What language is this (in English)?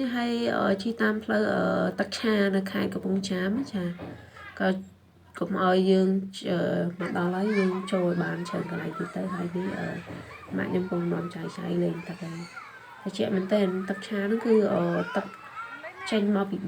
Khmer